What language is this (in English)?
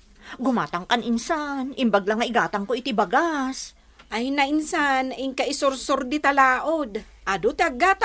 Iloko